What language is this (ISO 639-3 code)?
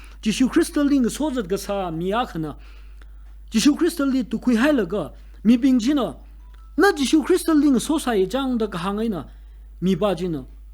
nmf